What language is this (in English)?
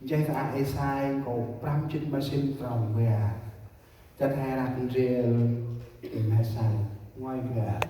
Central Mnong